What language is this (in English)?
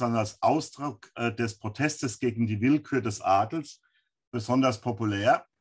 German